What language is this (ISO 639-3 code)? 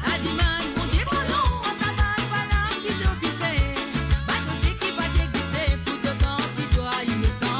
mfe